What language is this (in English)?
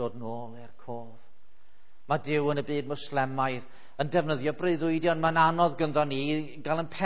Welsh